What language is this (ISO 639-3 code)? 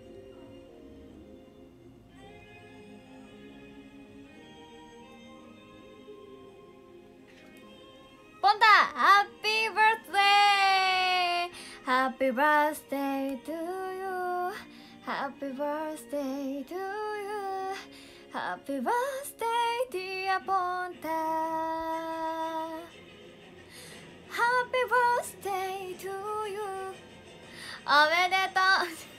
jpn